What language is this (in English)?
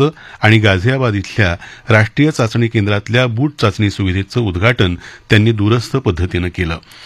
Marathi